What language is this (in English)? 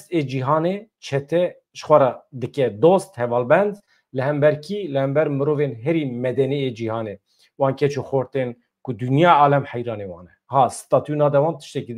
Kurdish